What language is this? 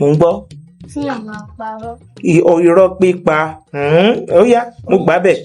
Yoruba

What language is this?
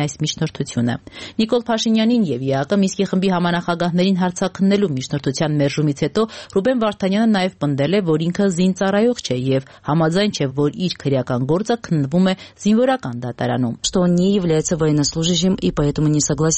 Armenian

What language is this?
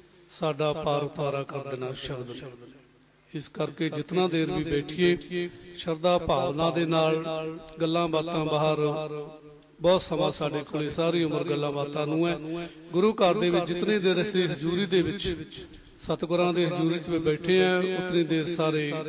Punjabi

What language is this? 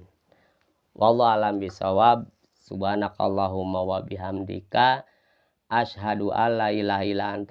Sundanese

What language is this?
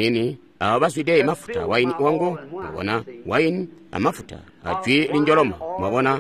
Tonga (Zambia)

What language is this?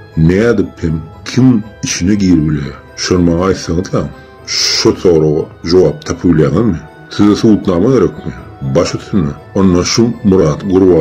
Turkmen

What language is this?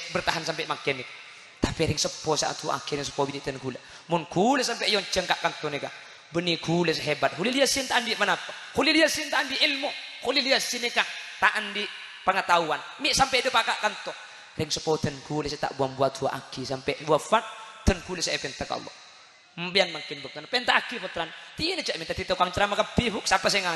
Madurese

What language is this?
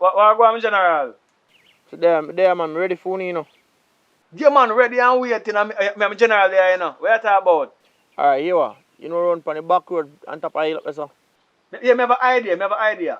Jamaican Creole English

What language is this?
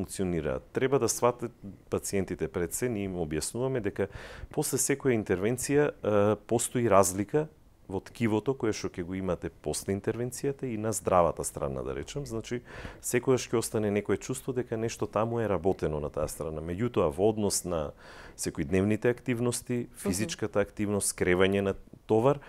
Macedonian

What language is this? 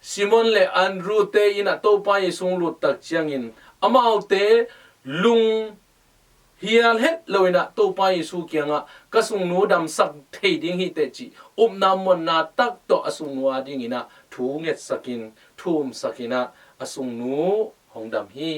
Tedim Chin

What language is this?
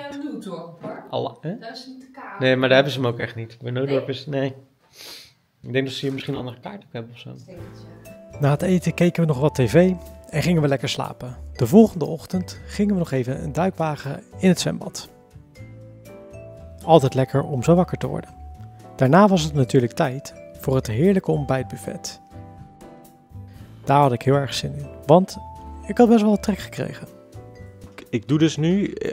Dutch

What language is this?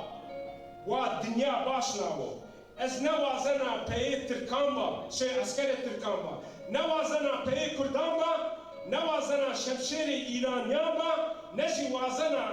Zaza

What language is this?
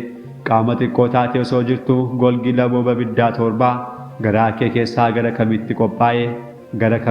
Oromo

